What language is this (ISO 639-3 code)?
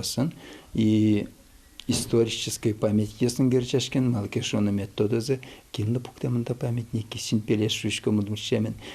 udm